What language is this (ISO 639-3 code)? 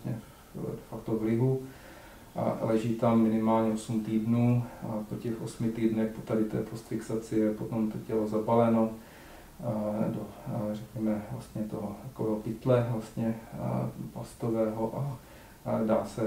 ces